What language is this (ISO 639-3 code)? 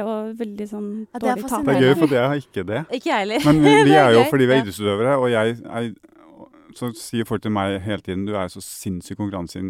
nor